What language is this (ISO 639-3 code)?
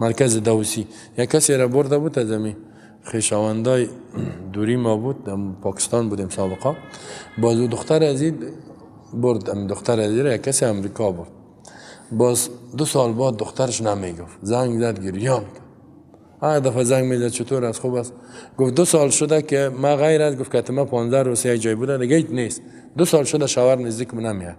fas